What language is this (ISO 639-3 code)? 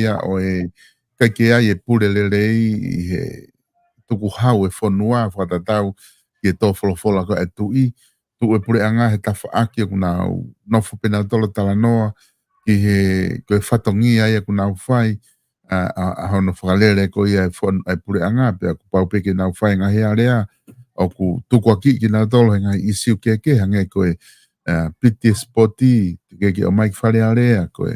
ton